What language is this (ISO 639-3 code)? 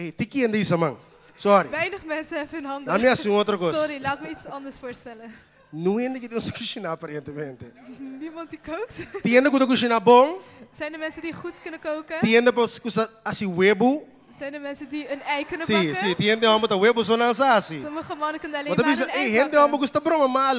pap